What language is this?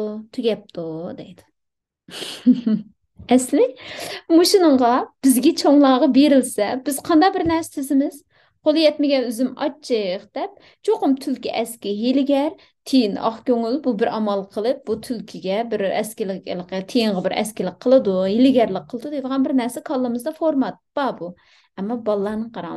Uyghur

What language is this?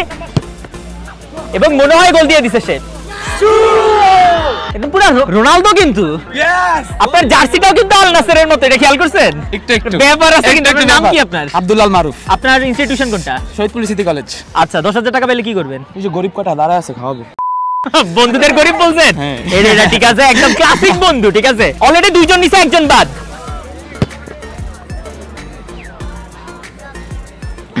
Bangla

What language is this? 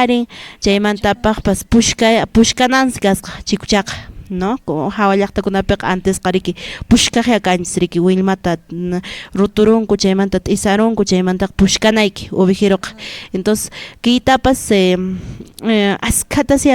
Quechua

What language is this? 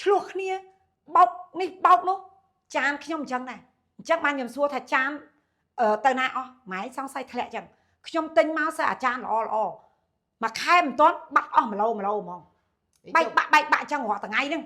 Khmer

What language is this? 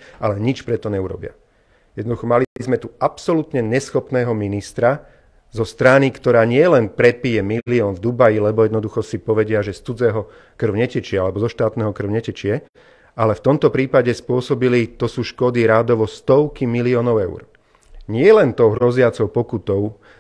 Slovak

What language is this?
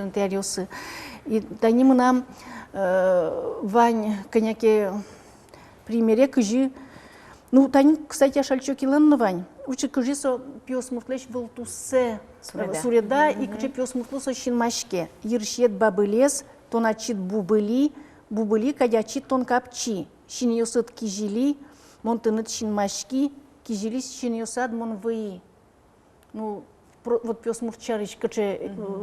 Udmurt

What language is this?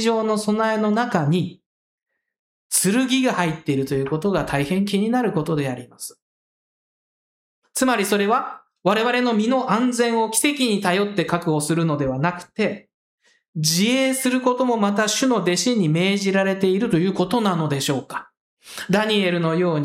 Japanese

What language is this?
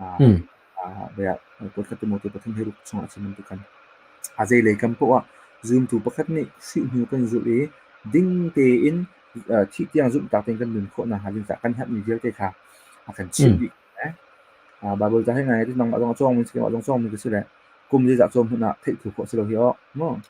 Hakha Chin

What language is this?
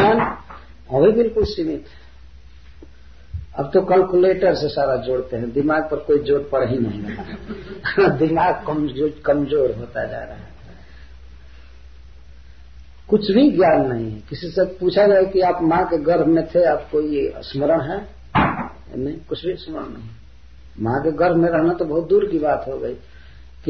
Hindi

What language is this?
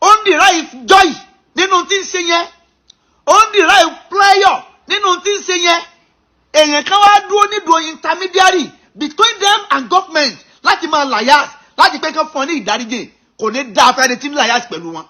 Yoruba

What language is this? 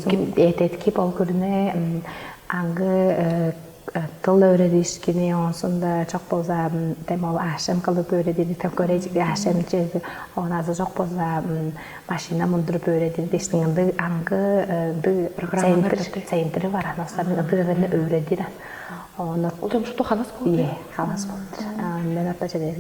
Tuvinian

